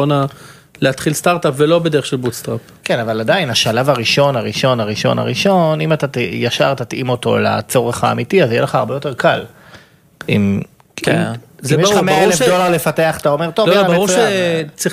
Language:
Hebrew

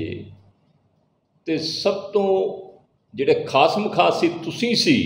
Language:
Punjabi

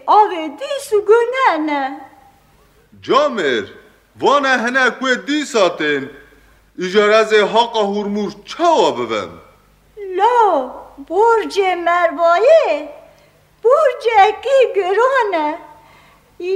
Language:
Kurdish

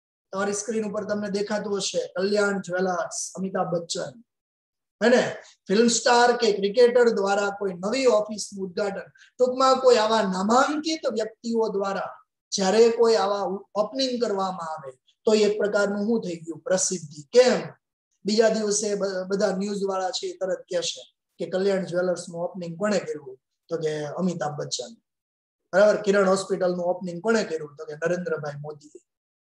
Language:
Gujarati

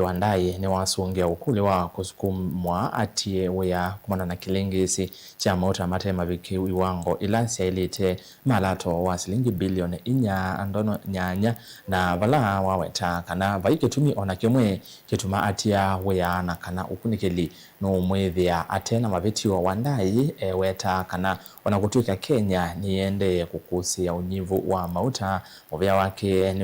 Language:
Kamba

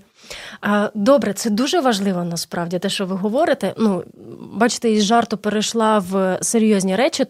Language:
Ukrainian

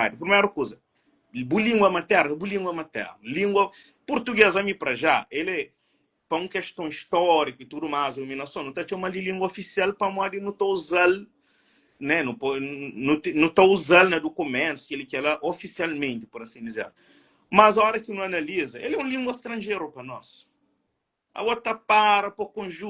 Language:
Kabuverdianu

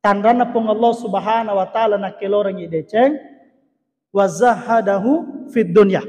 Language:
Buginese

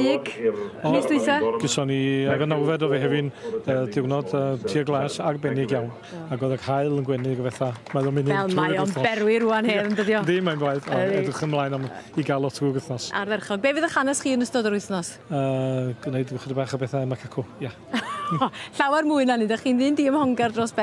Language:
Welsh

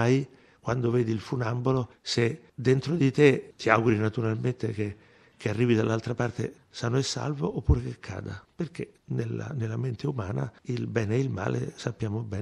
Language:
Italian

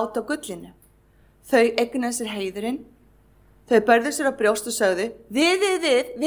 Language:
Icelandic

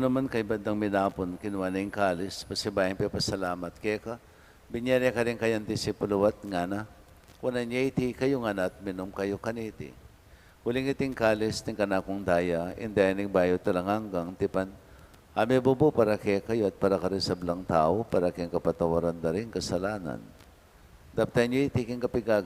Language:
Pampanga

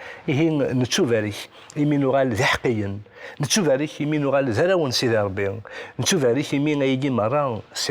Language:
Kabyle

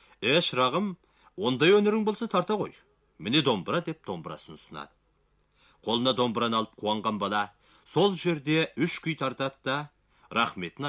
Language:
Kazakh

